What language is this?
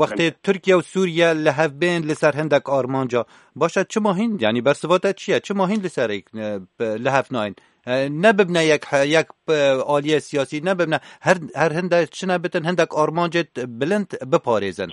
Kurdish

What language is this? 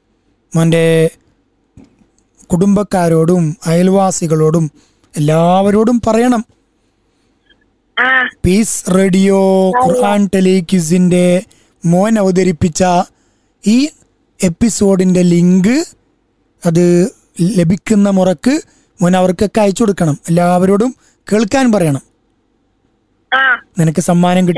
Malayalam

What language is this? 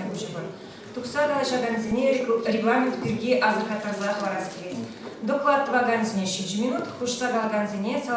Chuvash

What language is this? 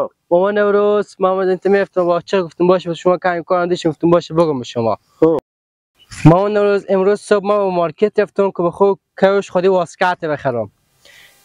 Persian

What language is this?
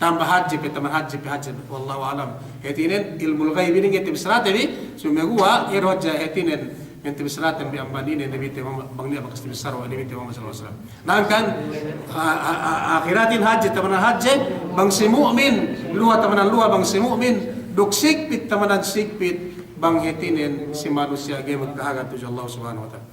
Yakan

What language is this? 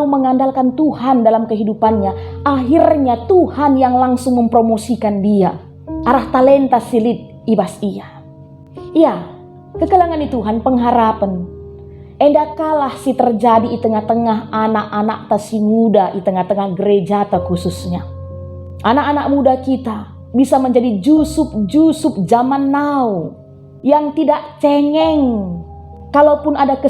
Batak Karo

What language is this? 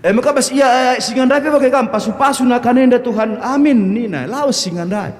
Batak Karo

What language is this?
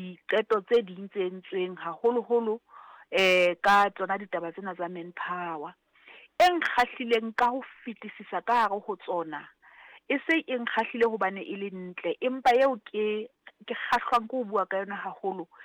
Southern Sotho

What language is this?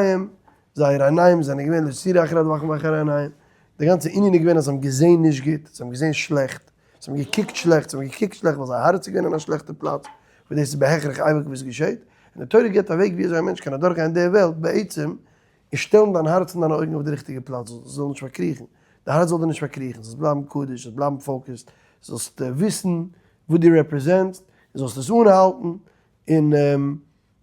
Yiddish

